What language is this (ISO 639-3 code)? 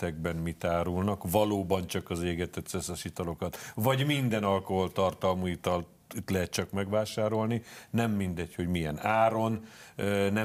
hun